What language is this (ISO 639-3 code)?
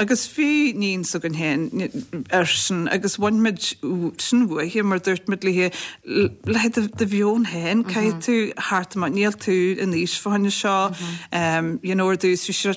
gle